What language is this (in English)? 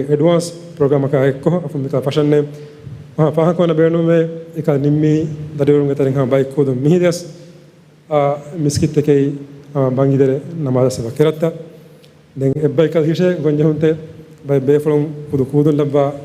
Divehi